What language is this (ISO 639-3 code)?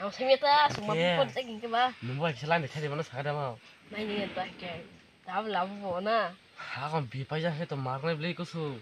trp